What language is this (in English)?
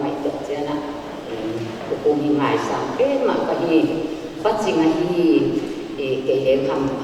Paite Chin